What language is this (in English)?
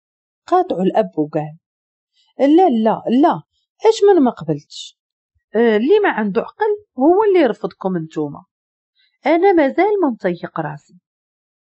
Moroccan Arabic